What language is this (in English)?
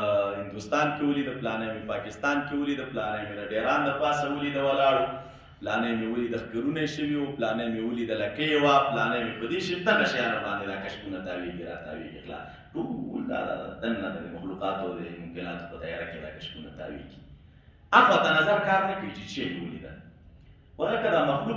Pashto